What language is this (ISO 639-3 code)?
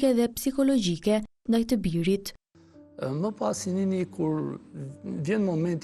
sqi